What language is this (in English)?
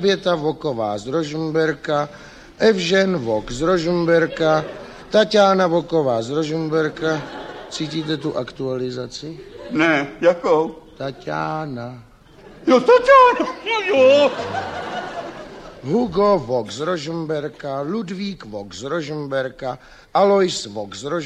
Czech